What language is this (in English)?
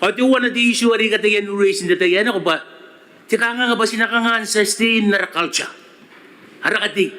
Gilbertese